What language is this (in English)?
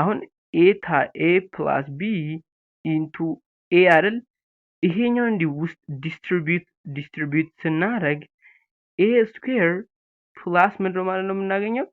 Amharic